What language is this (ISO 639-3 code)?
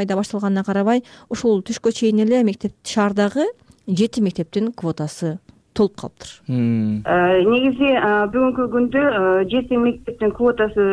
kir